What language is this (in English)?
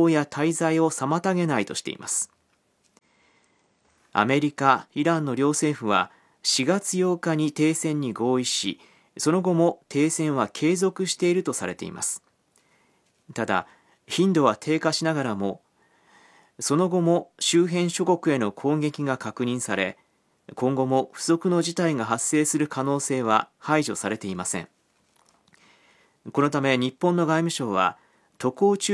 Japanese